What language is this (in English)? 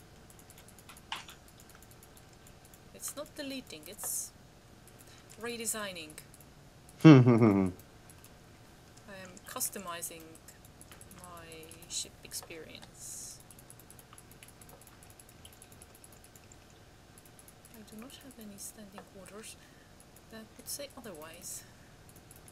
English